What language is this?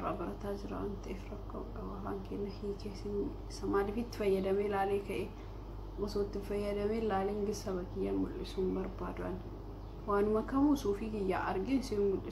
Oromo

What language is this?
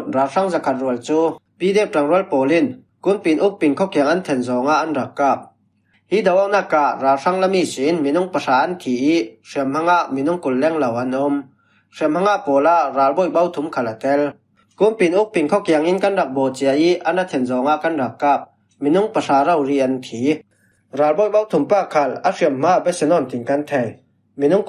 Falam Chin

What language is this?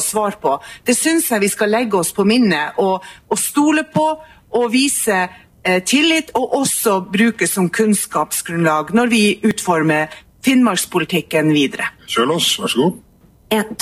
Norwegian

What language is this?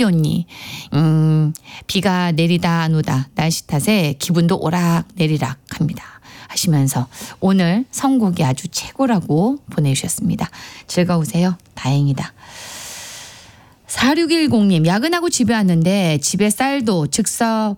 Korean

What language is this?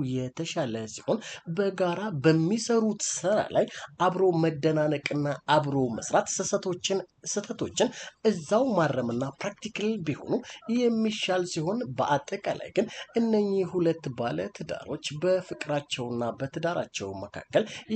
Amharic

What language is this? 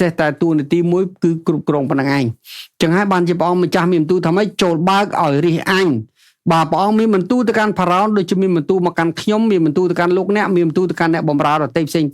Khmer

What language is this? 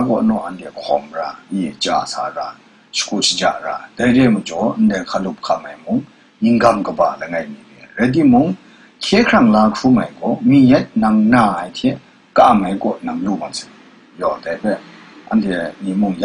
Kachin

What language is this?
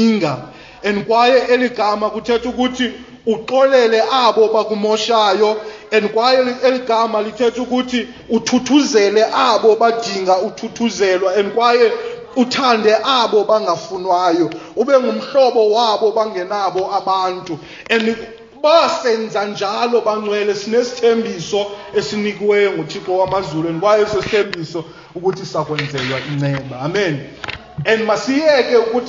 Xhosa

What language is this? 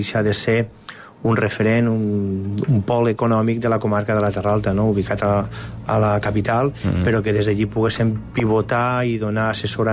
Catalan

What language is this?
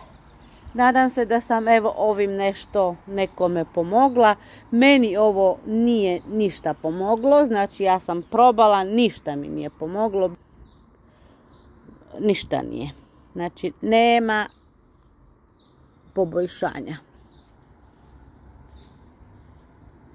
Croatian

